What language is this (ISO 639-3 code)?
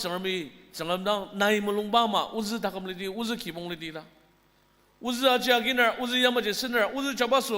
njo